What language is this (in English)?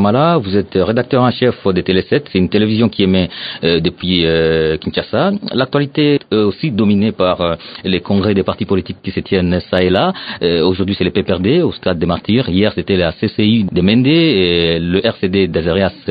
French